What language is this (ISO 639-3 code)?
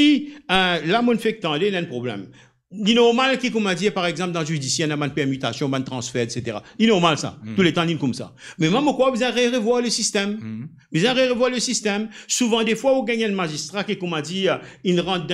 mfe